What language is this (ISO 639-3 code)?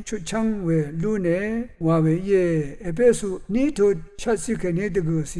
raw